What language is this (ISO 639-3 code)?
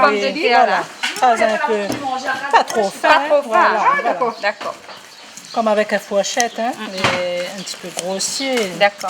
rcf